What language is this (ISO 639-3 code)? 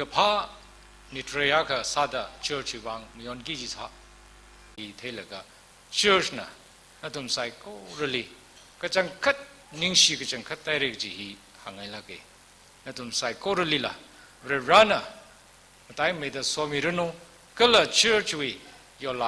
nmf